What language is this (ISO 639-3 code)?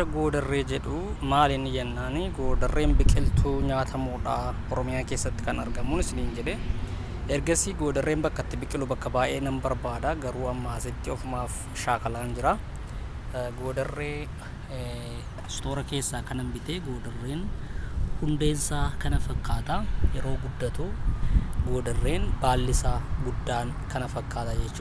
orm